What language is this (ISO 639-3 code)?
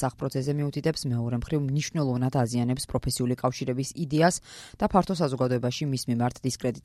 kat